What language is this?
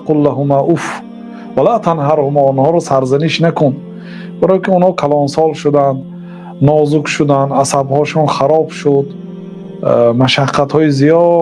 Tajik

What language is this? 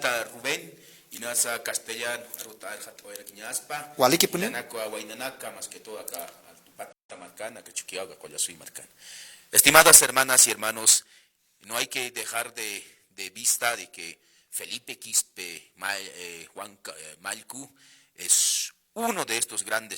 Aymara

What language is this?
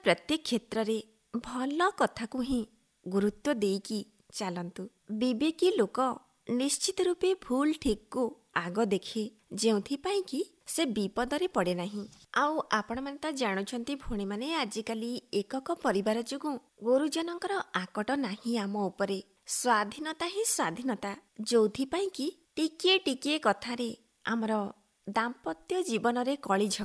Odia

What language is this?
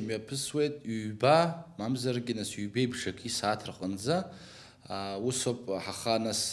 Abkhazian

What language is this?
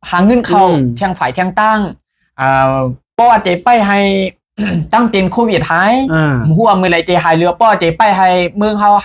Shan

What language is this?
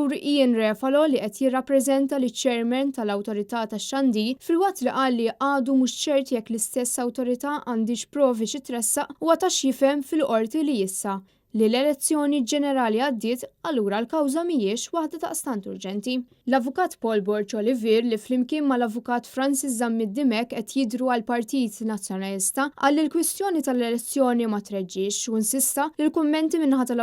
Maltese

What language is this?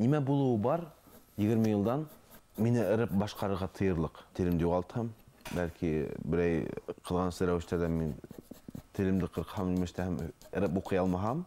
Bashkir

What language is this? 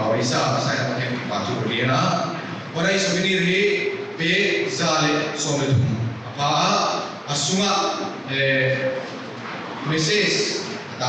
Paite Chin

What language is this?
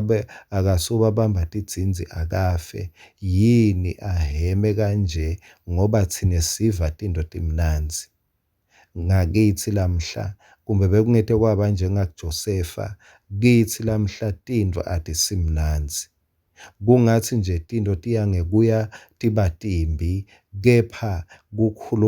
Swati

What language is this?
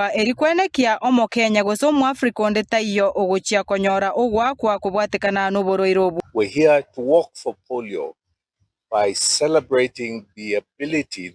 Gusii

